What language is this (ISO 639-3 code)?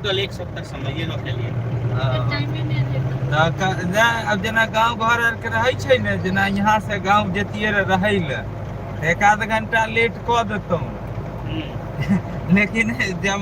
mai